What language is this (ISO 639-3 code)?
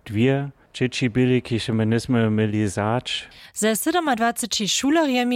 hsb